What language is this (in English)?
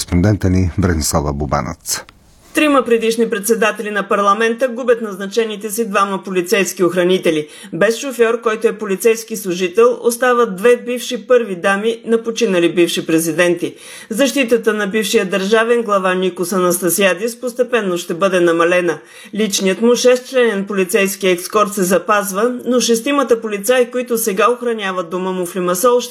Bulgarian